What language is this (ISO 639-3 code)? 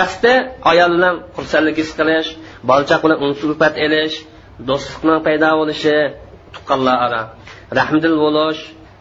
uig